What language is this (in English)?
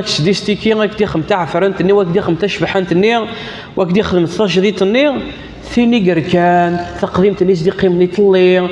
Kabyle